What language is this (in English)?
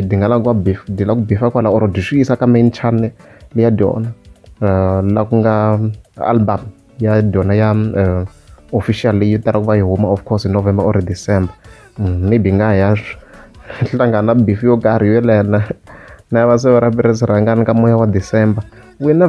Tsonga